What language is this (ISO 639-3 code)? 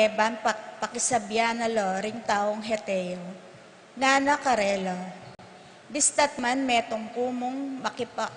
pam